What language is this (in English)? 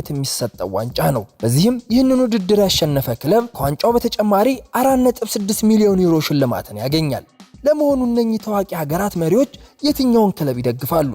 Amharic